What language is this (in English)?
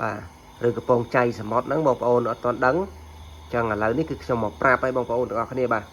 Khmer